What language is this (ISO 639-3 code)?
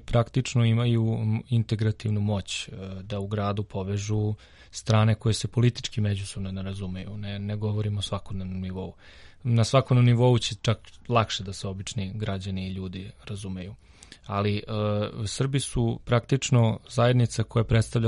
srp